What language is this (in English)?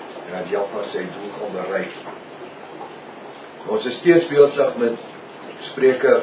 Afrikaans